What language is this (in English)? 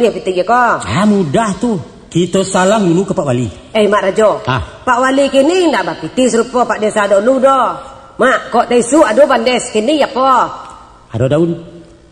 Minangkabau